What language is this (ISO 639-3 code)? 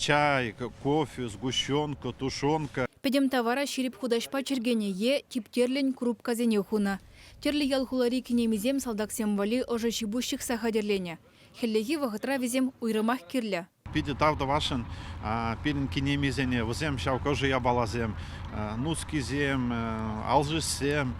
chv